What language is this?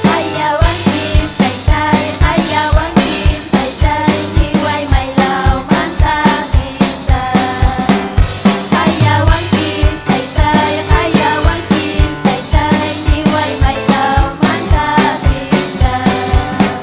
Ayacucho Quechua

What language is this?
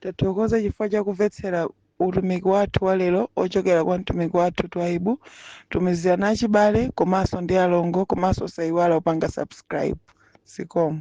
Nyanja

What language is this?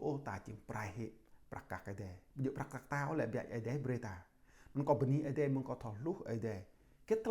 Jarai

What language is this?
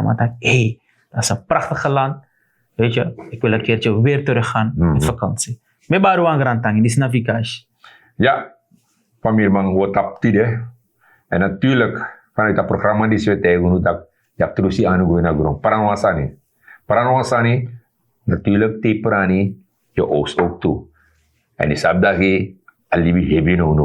Sranan Tongo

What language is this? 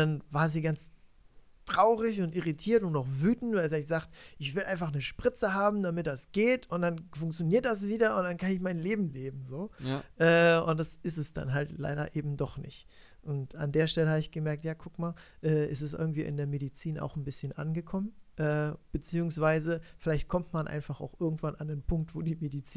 German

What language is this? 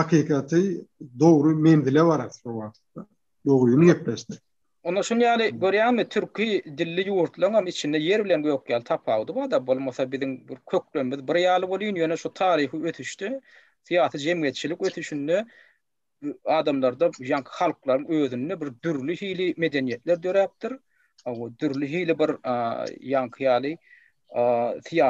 Turkmen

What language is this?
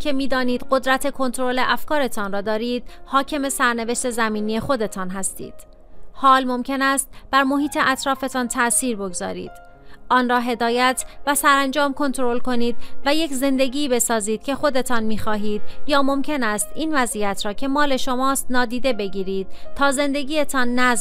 Persian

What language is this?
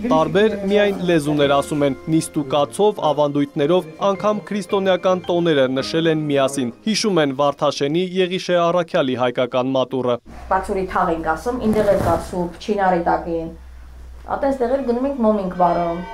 Armenian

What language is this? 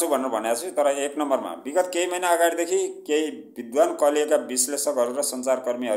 Nepali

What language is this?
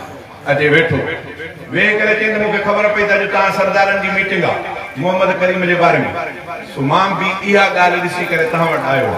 Sindhi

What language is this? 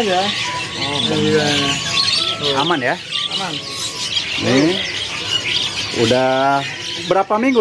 Indonesian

